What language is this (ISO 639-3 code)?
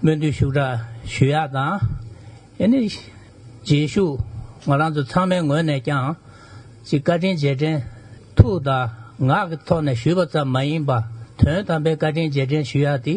bod